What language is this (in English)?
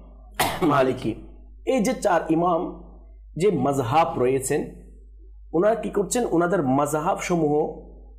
Bangla